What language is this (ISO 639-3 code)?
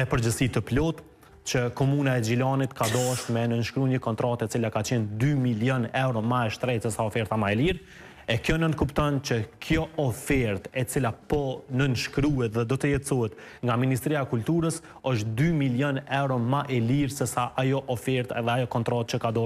sqi